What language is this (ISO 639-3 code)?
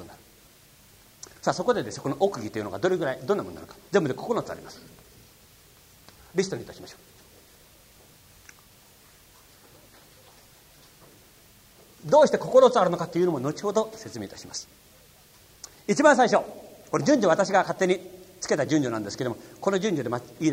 jpn